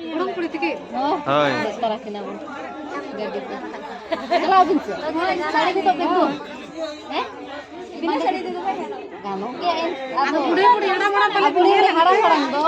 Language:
Santali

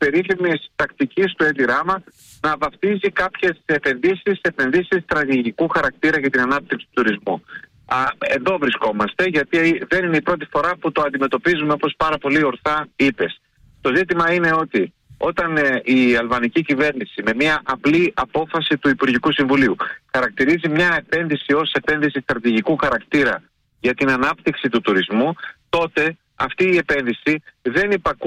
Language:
Greek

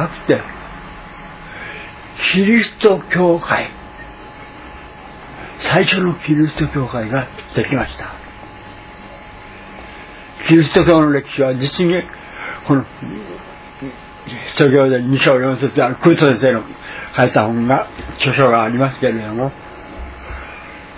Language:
Japanese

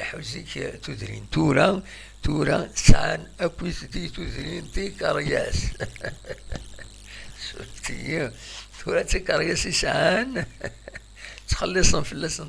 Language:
Kabyle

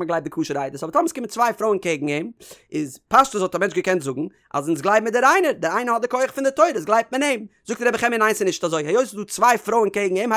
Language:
Yiddish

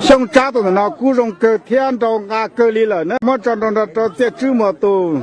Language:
Hmong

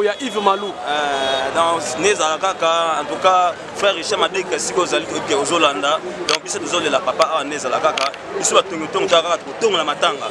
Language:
Lingala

